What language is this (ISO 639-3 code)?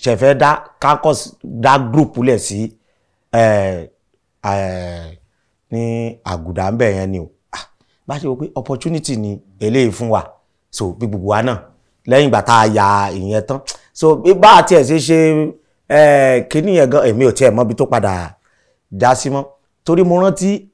yor